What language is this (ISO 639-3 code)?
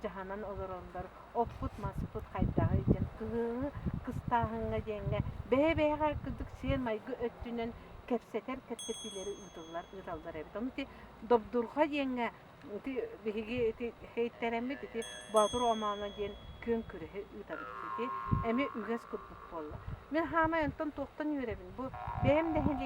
sah